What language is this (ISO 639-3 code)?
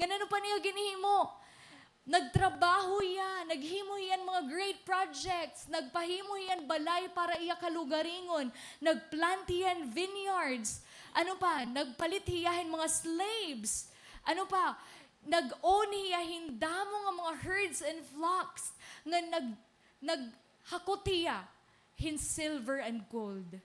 war